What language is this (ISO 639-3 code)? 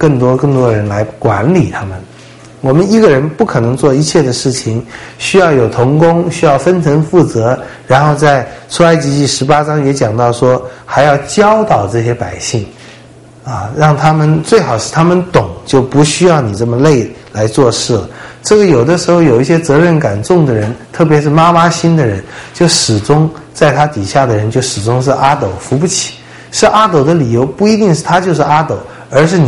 zho